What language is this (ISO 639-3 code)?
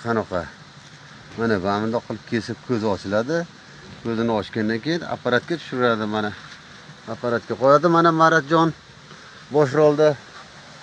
uzb